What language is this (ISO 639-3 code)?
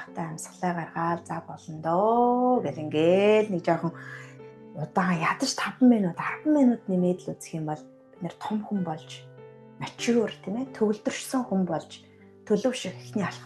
mon